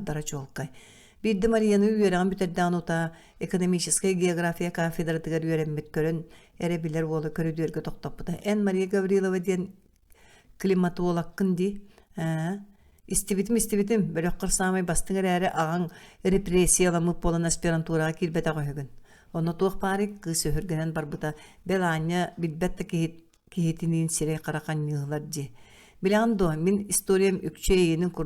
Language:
Yakut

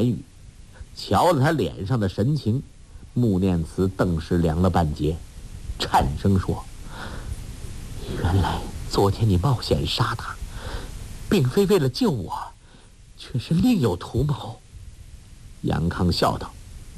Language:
Chinese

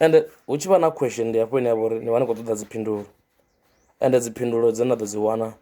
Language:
Venda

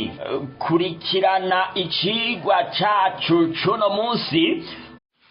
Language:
Rundi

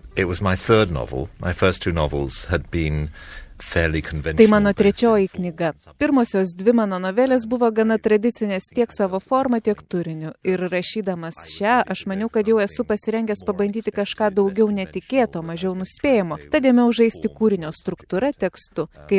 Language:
Lithuanian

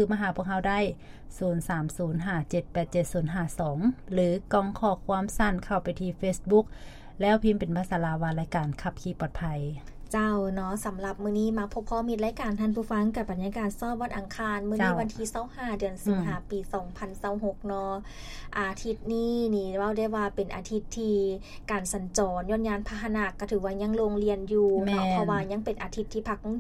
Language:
Lao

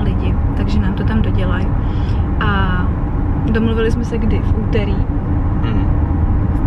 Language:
Czech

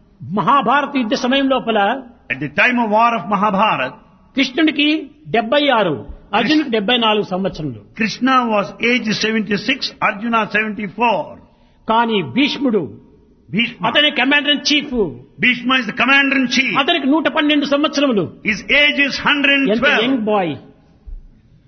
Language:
Telugu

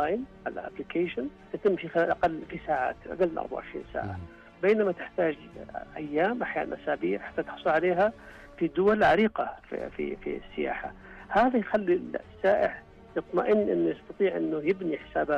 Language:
Najdi Arabic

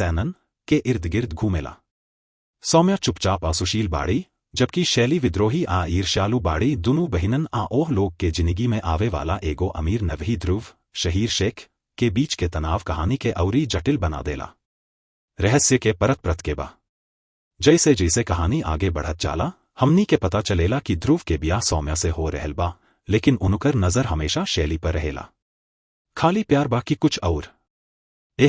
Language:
Bhojpuri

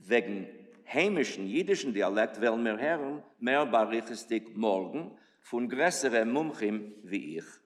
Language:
Yiddish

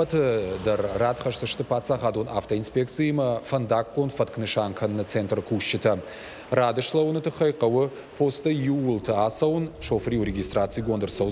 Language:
Ossetic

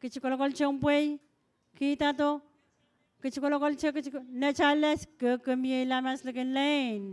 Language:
Pohnpeian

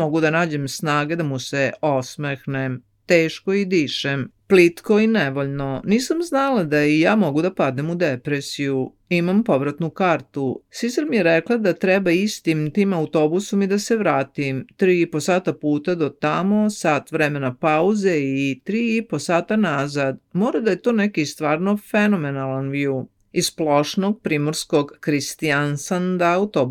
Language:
Serbian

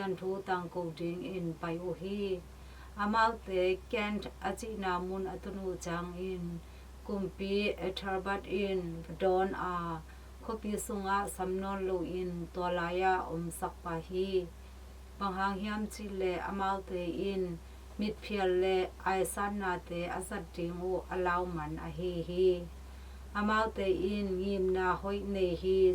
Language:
Tedim Chin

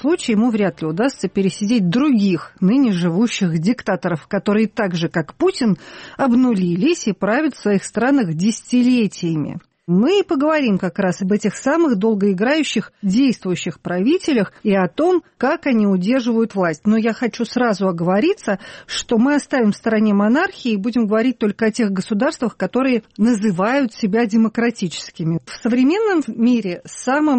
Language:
Russian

